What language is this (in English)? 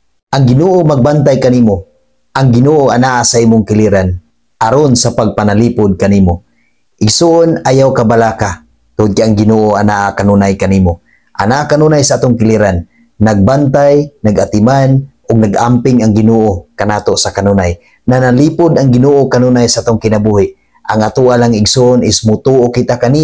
Cebuano